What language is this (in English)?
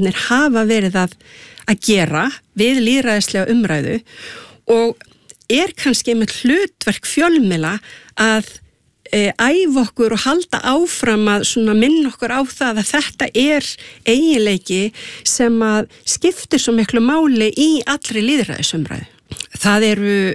Icelandic